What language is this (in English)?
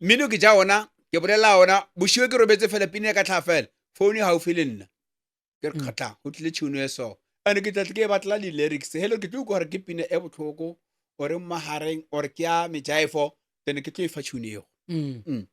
Northern Sotho